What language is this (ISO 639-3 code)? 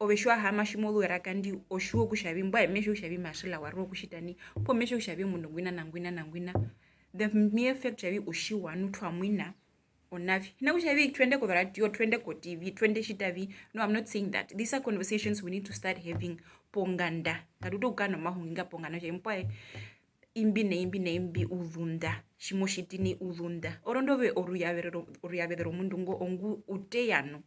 her